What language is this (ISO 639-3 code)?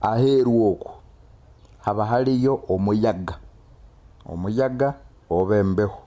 nyo